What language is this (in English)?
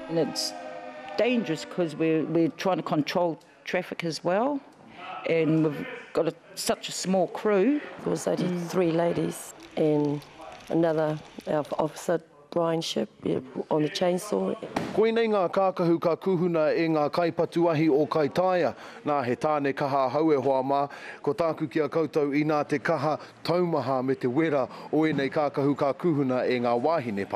Māori